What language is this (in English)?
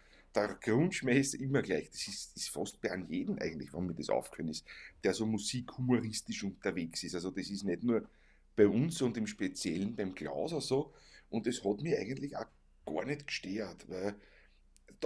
Bavarian